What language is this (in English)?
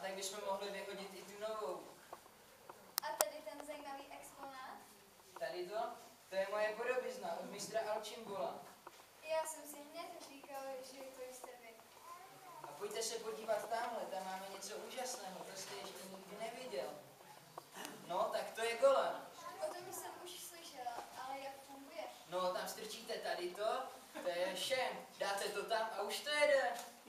Czech